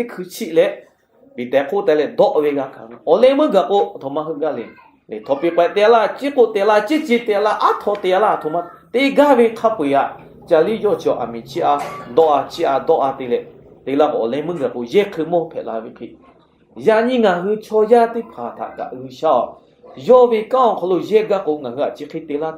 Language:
Lahu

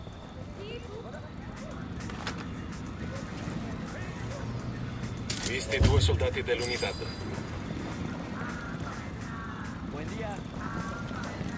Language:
Italian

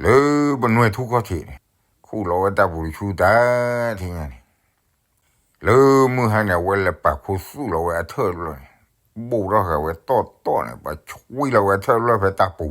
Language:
S'gaw Karen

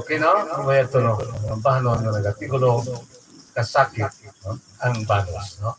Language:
Hiligaynon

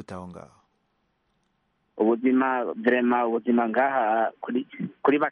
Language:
Kinyarwanda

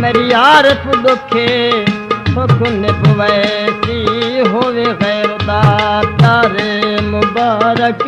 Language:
Saraiki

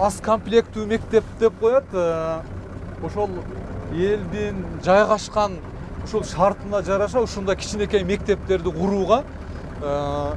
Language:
Kyrgyz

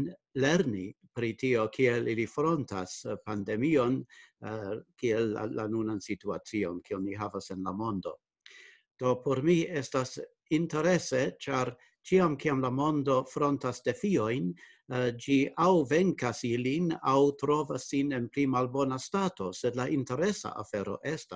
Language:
Esperanto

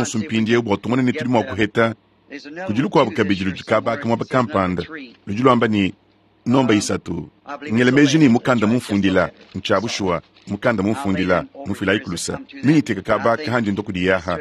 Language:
Luba-Lulua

